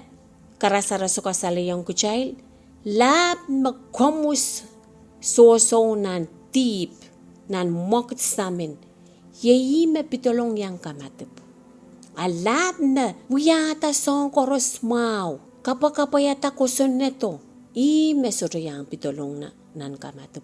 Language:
Pohnpeian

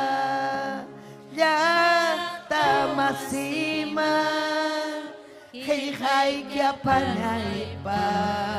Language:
Ayacucho Quechua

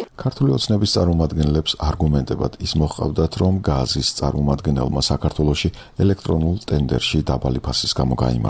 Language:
Georgian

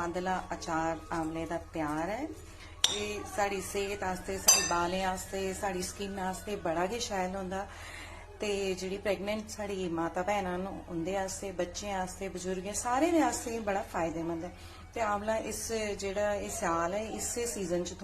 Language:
Dogri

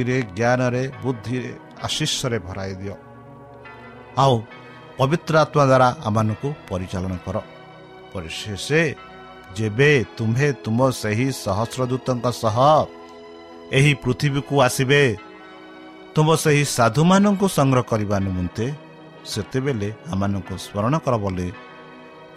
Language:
Odia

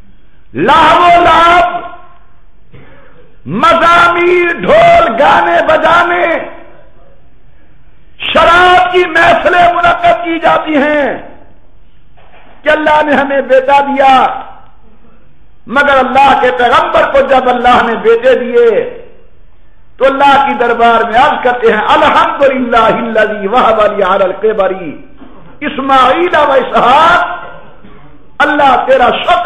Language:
Urdu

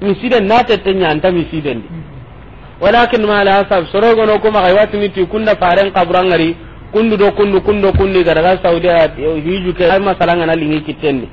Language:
Soninke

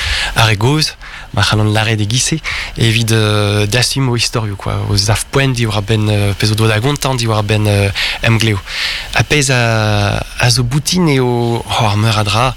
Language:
Breton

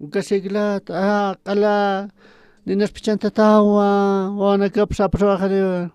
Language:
Aymara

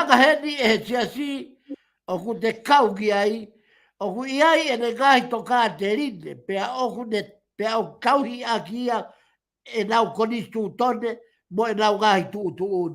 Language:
Tongan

